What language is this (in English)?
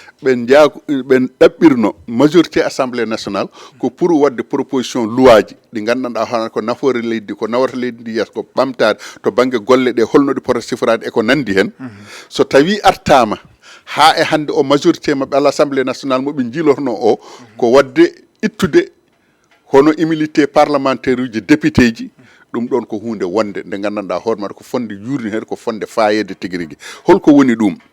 Fula